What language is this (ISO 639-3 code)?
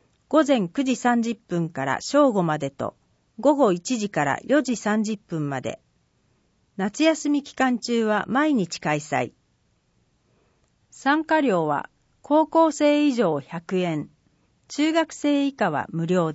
jpn